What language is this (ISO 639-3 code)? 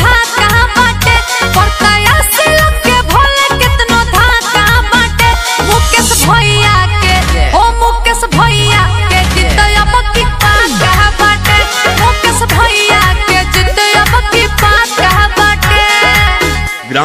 bho